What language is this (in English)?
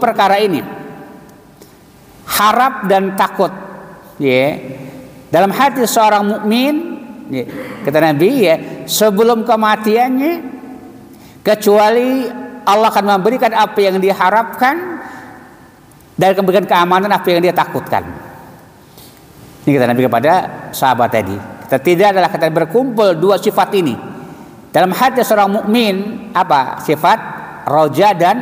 Indonesian